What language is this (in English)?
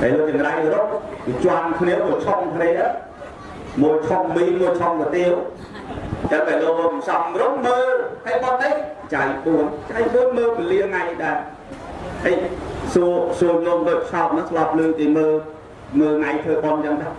Khmer